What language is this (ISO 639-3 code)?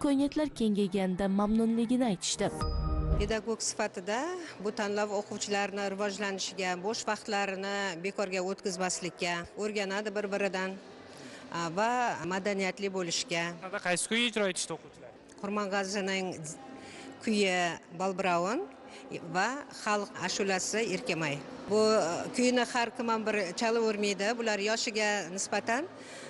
uzb